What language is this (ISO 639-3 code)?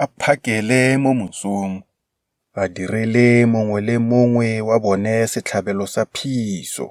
tsn